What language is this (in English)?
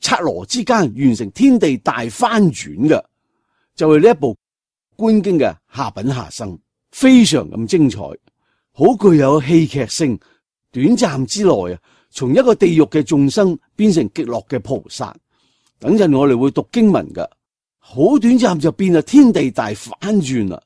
Cantonese